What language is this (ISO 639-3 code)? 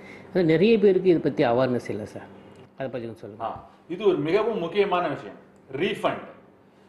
tam